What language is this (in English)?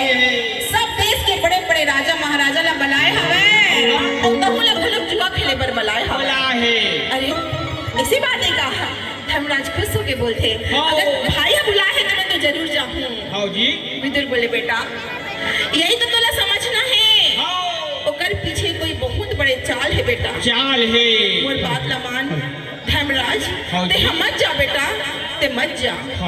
Chhattisgarhi